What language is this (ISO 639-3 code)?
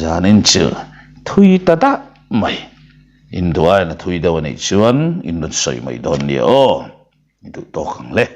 lus